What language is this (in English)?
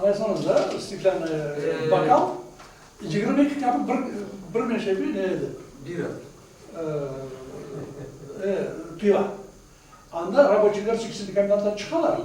Crimean Tatar